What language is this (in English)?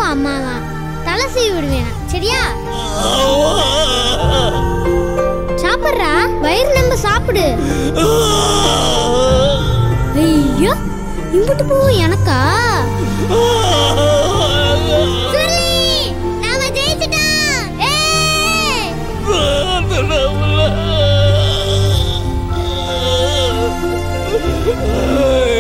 Tamil